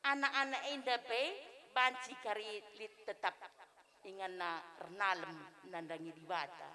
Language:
Batak Karo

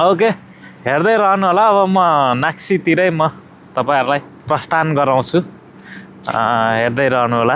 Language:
Nepali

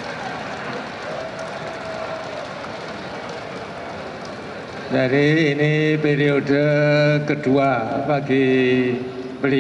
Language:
Indonesian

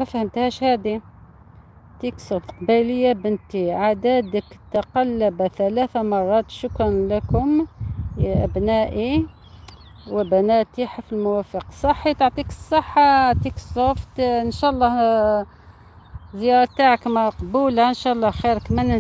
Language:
Algerian Arabic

